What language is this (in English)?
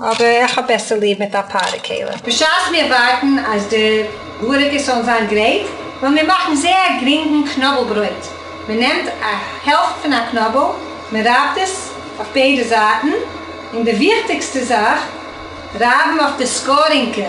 Yiddish